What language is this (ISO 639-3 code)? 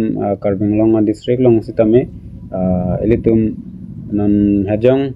mjw